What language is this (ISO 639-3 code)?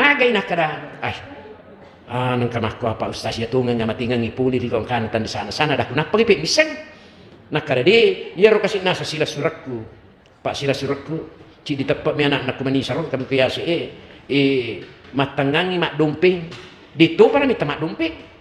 bug